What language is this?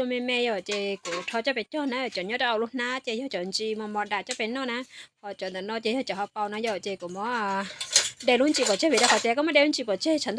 Hmong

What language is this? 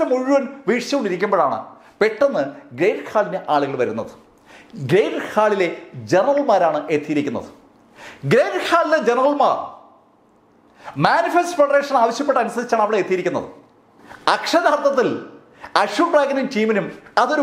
Malayalam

